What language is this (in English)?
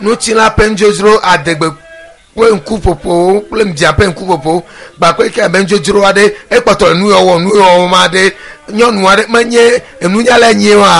Ewe